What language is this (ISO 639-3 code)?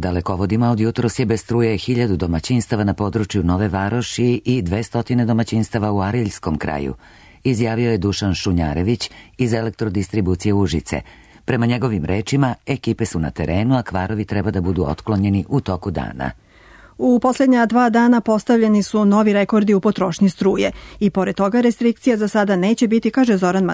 srp